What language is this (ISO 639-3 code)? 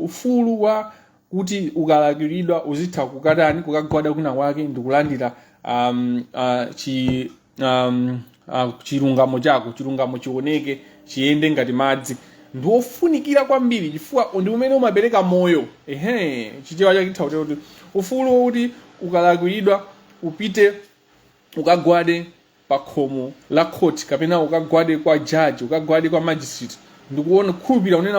nya